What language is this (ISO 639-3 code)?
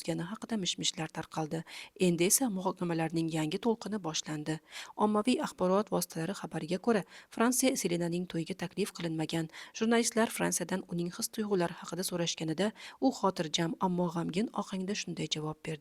uzb